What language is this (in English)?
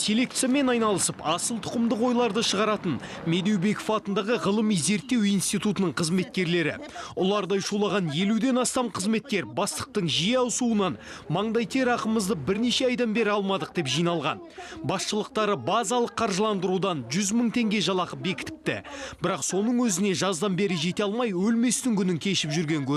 Kazakh